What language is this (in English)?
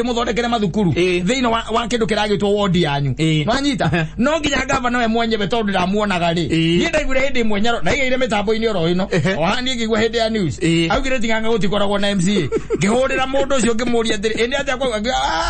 Kikuyu